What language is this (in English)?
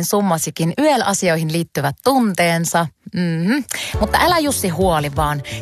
Finnish